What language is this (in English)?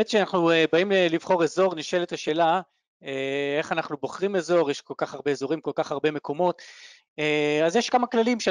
Hebrew